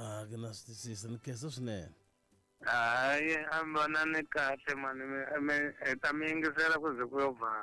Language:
Tsonga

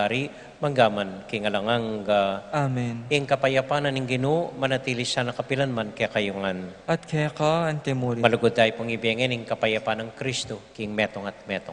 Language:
Pampanga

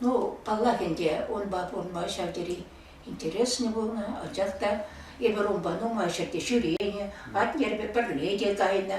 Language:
Chuvash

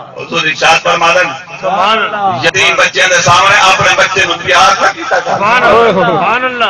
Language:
Saraiki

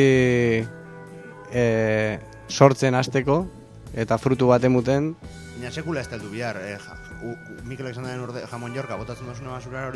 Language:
Basque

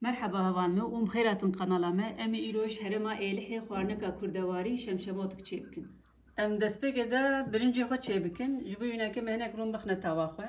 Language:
Kurdish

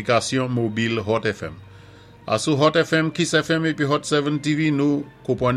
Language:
Saint Lucian Creole French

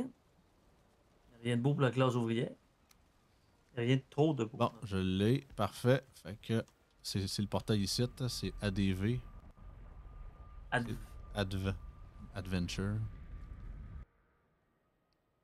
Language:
French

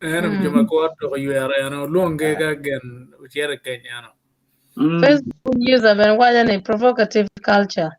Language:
Acoli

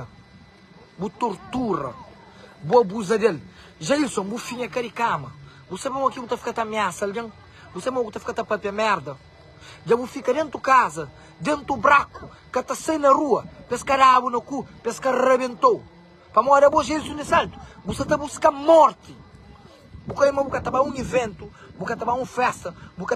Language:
Kabuverdianu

